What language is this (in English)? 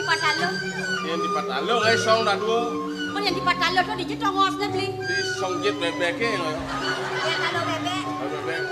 Balinese